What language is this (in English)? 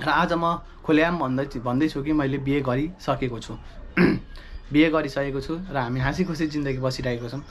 Nepali